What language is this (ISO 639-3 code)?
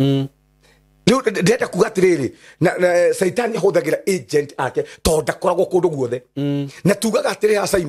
kik